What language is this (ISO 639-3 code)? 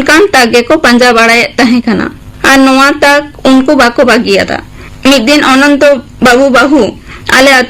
sat